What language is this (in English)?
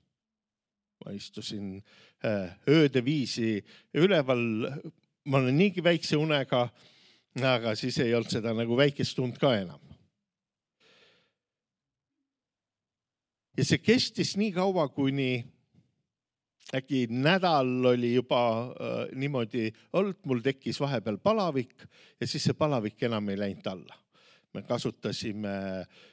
Estonian